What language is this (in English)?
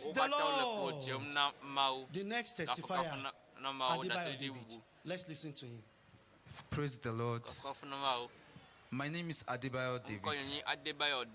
Ewe